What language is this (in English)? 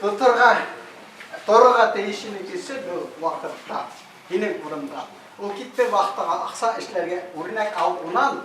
Bashkir